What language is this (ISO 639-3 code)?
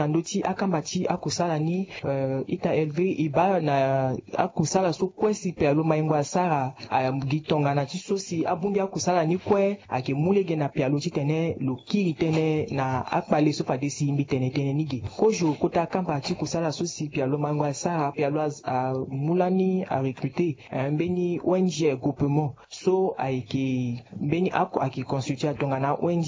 sag